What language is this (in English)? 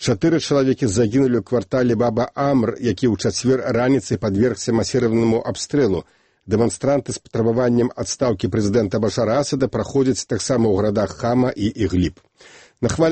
Belarusian